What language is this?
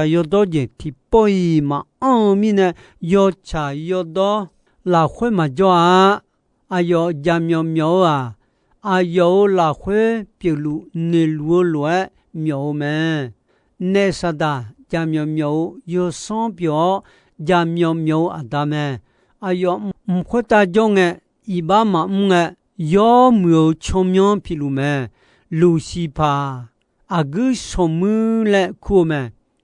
Akha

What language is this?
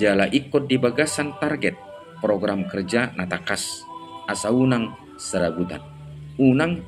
Batak Toba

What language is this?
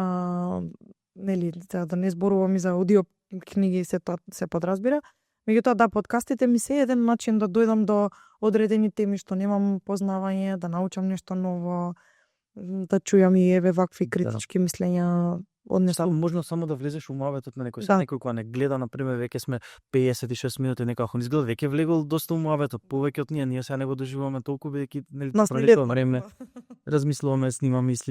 Macedonian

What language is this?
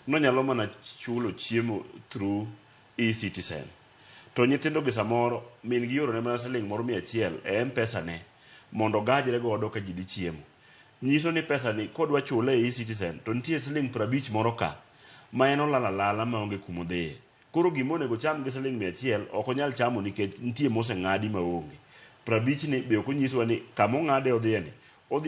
Luo (Kenya and Tanzania)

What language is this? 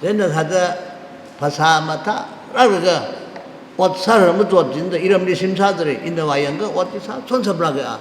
Tangkhul Naga (India)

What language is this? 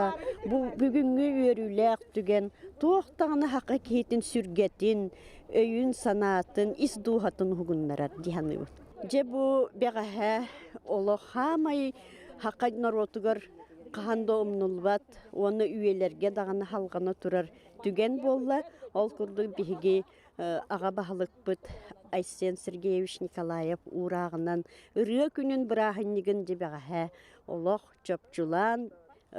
Yakut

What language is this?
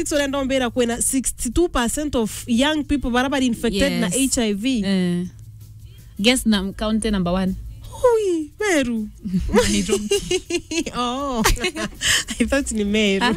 Swahili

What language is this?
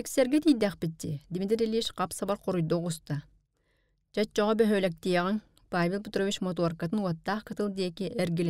Yakut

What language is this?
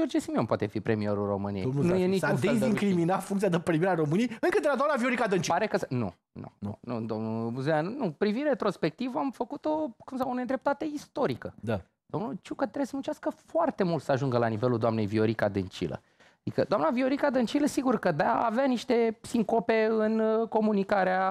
Romanian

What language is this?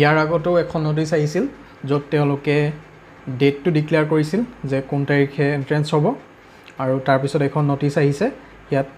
Assamese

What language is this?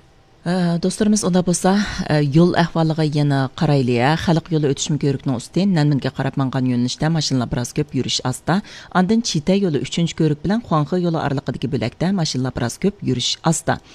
Uyghur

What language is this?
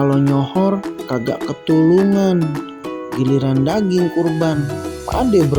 Betawi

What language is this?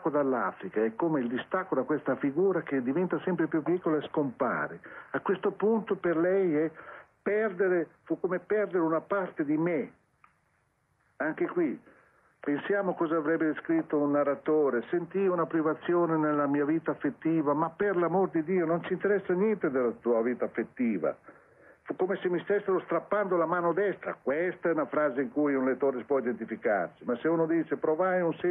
Italian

